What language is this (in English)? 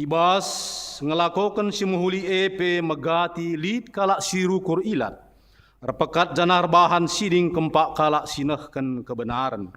Batak Karo